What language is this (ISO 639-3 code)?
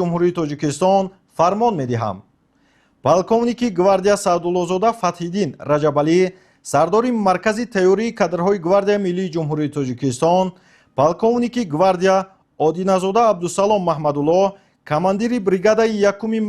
tgk